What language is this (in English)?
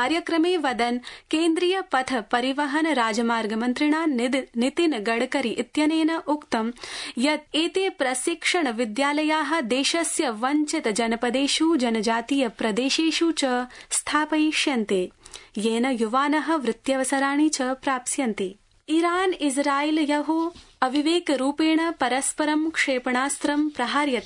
Sanskrit